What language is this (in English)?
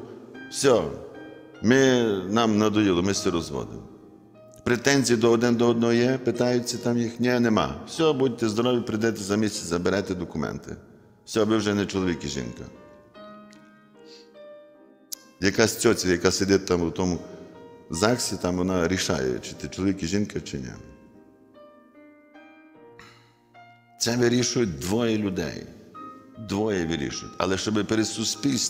Ukrainian